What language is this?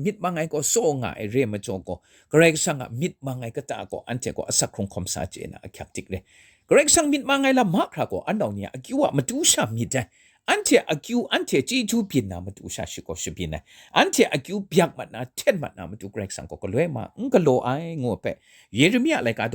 Kachin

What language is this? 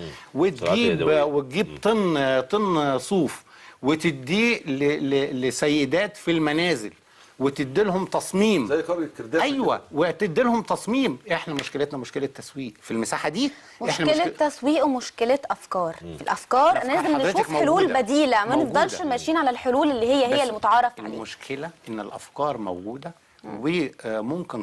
Egyptian Arabic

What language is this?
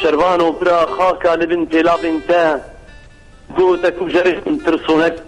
Kurdish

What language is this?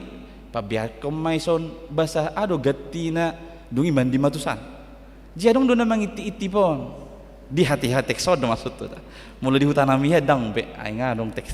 Batak Toba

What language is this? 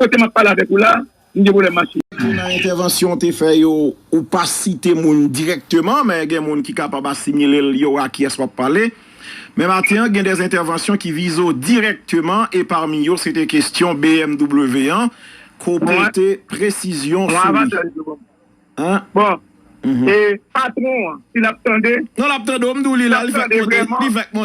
Haitian Creole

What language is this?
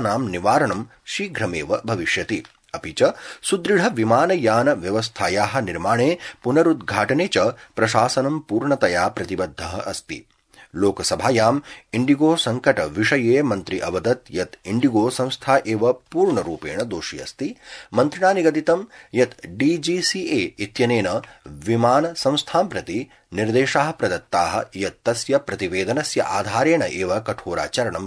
Sanskrit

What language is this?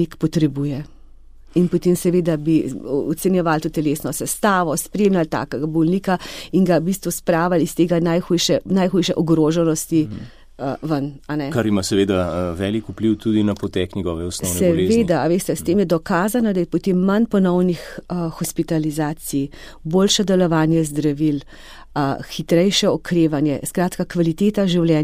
Slovenian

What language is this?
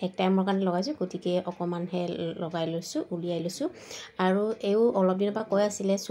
Assamese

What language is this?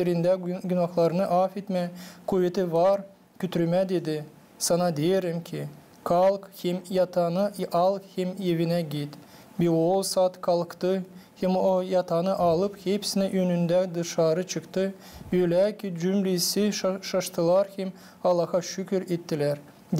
Gagauz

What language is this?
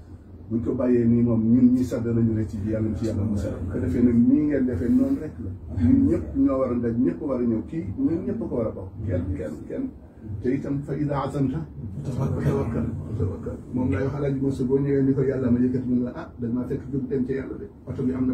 Wolof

